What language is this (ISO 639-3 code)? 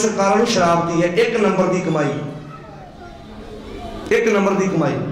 pan